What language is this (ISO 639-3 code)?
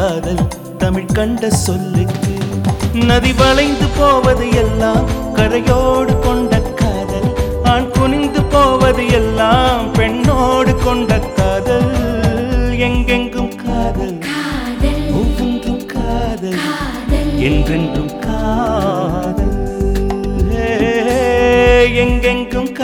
tam